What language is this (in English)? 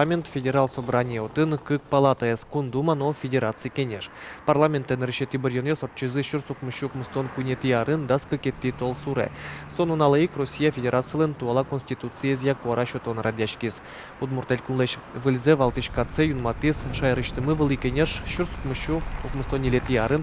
Udmurt